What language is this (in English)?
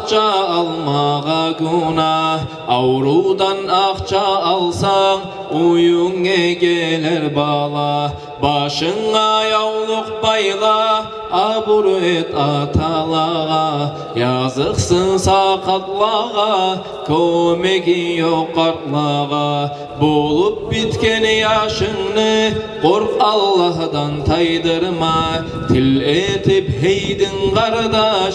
Kumyk